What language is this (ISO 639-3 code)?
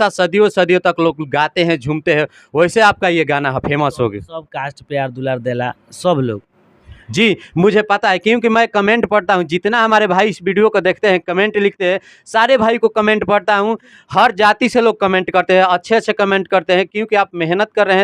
bho